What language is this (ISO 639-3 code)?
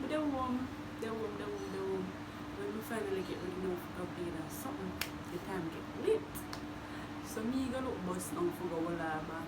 jam